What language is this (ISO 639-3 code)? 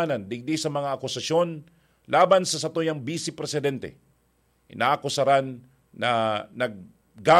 bik